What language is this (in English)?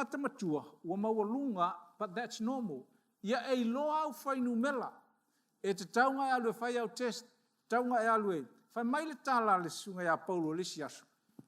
Samoan